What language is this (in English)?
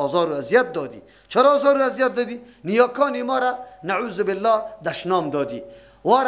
Persian